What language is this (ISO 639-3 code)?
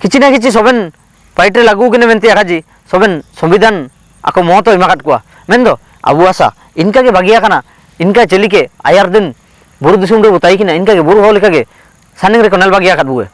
hoc